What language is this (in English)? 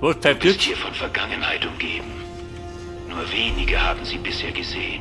Bavarian